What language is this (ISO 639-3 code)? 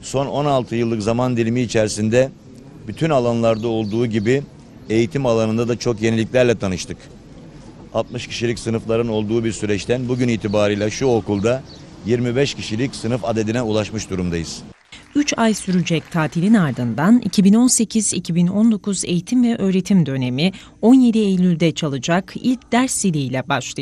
tur